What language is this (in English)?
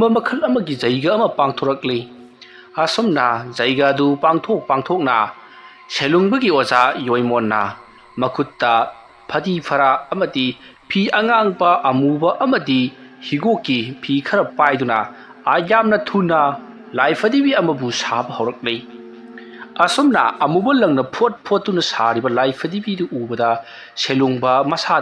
Manipuri